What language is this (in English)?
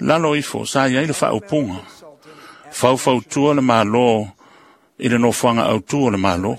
Samoan